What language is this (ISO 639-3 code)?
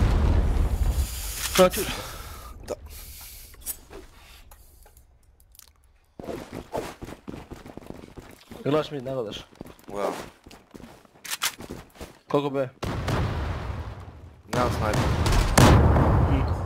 hrv